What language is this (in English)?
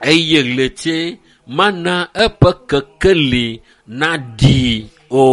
Ewe